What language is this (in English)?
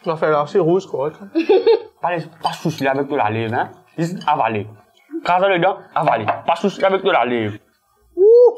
Morisyen